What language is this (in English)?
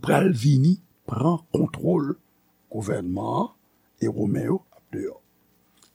Haitian Creole